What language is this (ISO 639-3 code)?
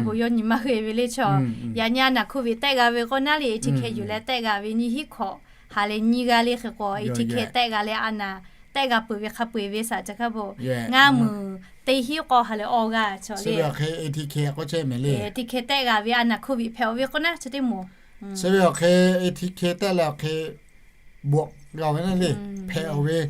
lhu